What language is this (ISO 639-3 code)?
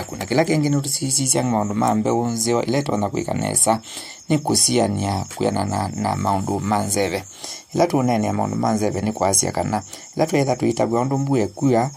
kam